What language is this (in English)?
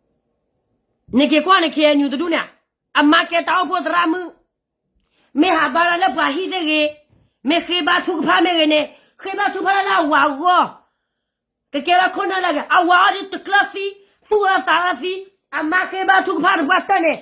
S'gaw Karen